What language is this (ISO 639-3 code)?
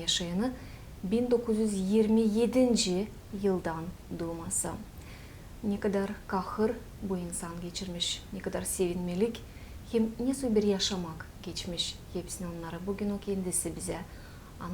gag